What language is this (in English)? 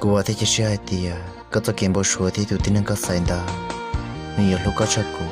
Hmong